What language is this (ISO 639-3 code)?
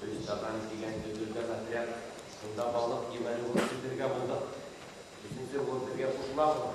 bak